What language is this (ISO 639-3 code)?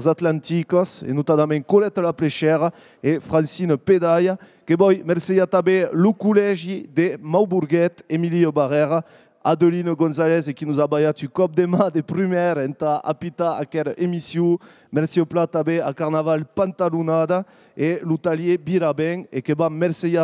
oci